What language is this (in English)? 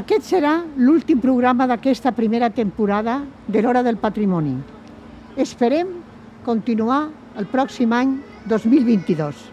Catalan